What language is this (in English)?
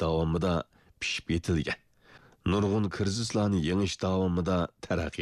Uyghur